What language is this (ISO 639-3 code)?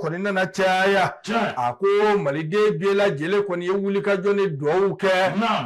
bam